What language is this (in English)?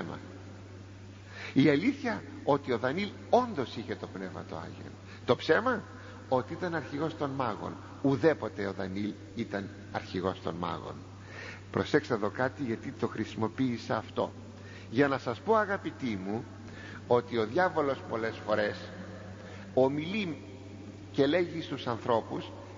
Greek